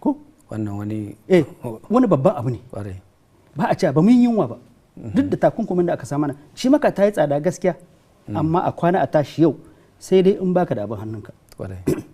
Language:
Hausa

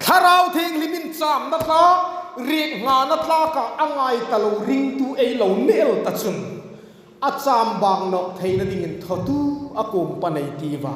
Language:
Hmar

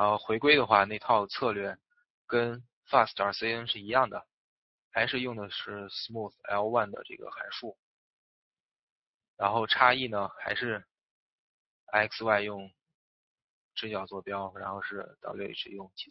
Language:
Chinese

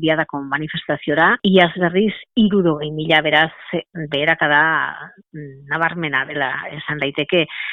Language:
Basque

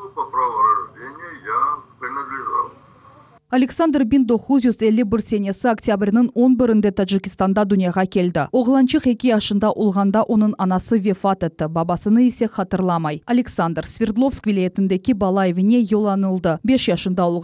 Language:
Crimean Tatar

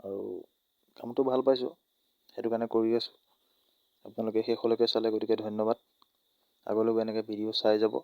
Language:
Assamese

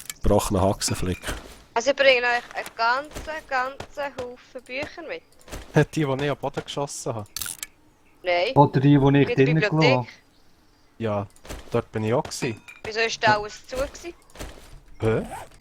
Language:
Swiss German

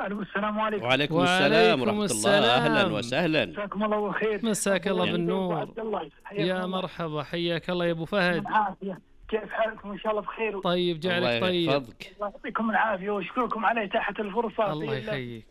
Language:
Najdi Arabic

